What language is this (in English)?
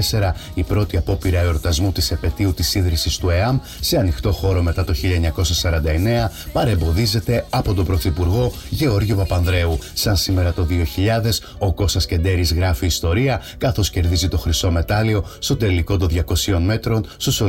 Greek